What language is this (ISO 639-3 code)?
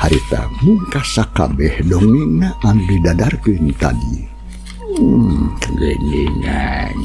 sun